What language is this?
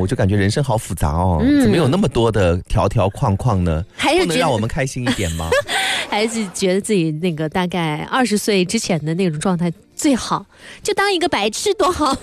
Chinese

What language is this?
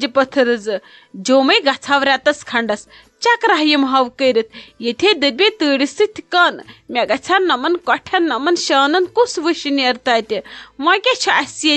Kashmiri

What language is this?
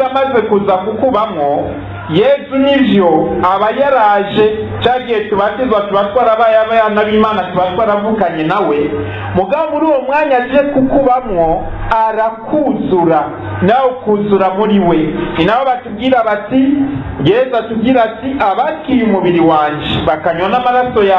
Rundi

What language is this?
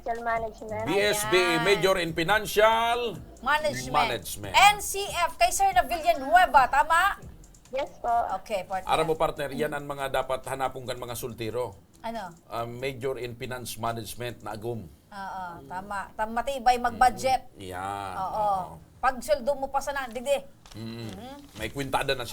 Bikol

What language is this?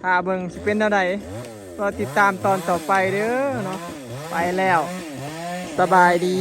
Northeastern Thai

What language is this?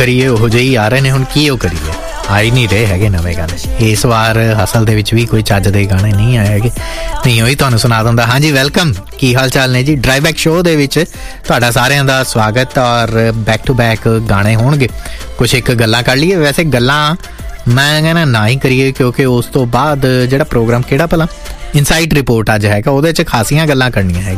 Punjabi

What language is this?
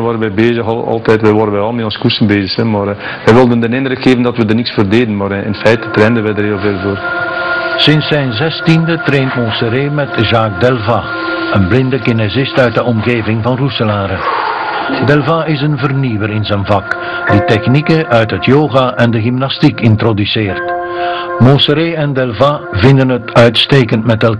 Dutch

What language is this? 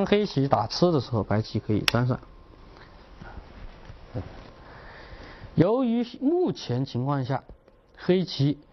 Chinese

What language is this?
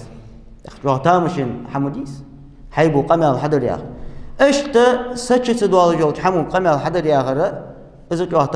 Ingush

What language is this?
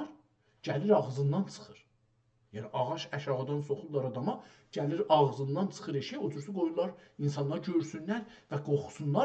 South Azerbaijani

